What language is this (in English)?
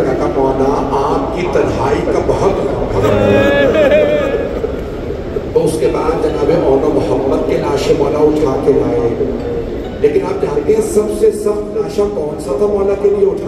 Urdu